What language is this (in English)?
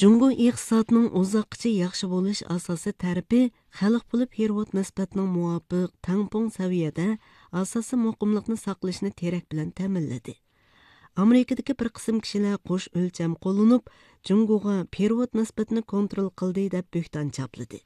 Uyghur